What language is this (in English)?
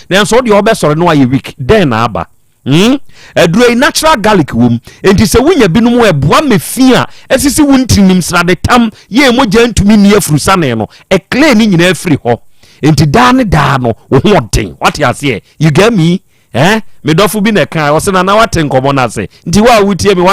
Akan